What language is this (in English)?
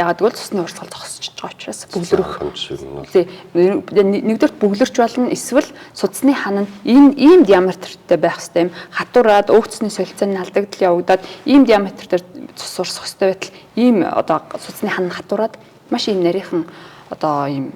Mongolian